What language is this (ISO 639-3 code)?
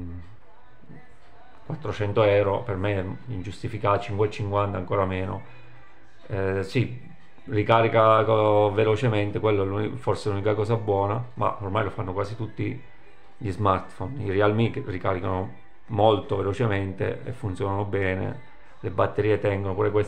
ita